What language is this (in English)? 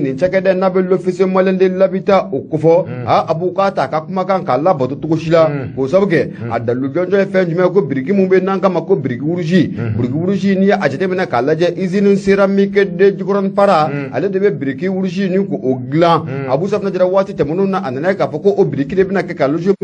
Bambara